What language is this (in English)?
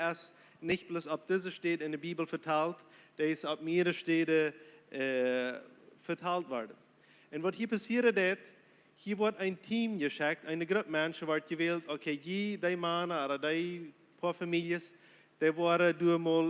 Plautdietsch